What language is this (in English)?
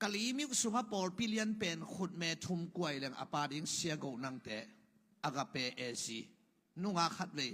Tedim Chin